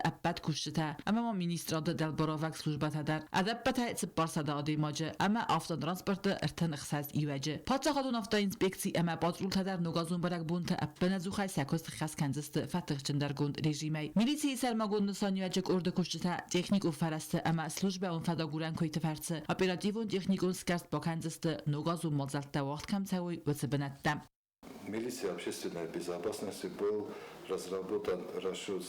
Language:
Ossetic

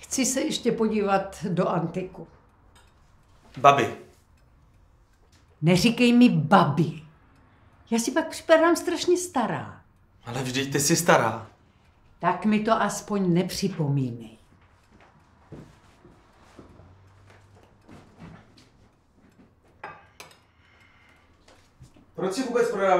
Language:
Czech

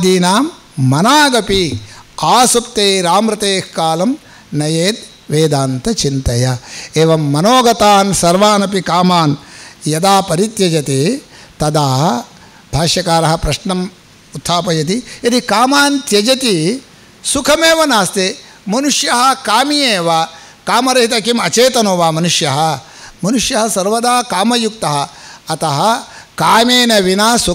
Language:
Sanskrit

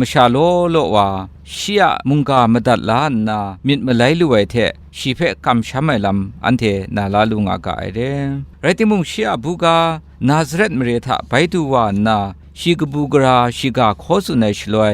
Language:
Kachin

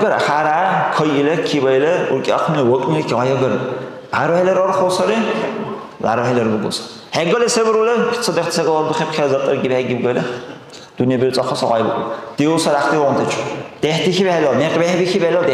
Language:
Dargwa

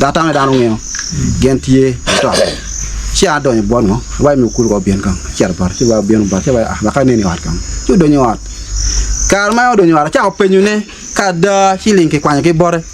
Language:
Acoli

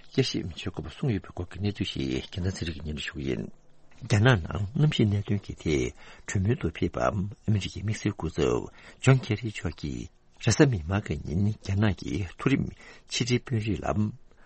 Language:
Tibetan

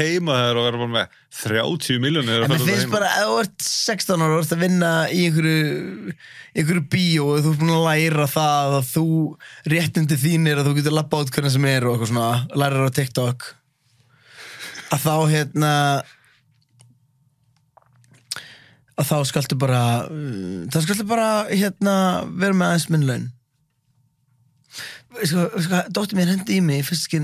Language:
Icelandic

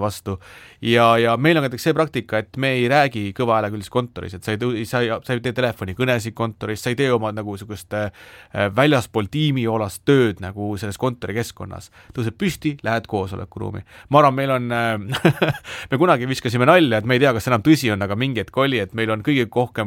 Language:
Estonian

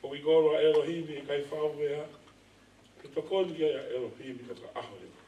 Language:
Tongan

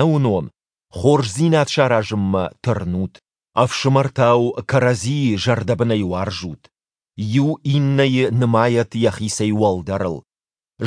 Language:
Ossetic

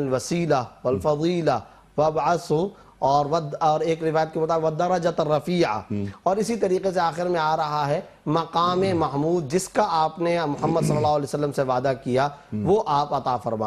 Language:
Urdu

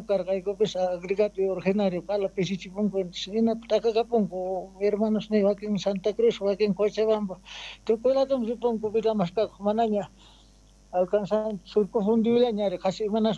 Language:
Quechua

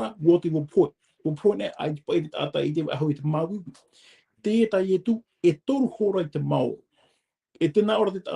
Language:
Tahitian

